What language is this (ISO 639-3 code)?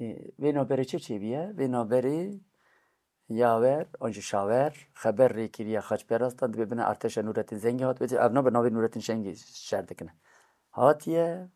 kur